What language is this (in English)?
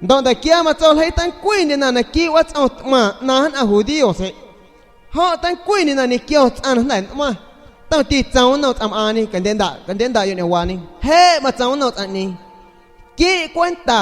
San Pedro Amuzgos Amuzgo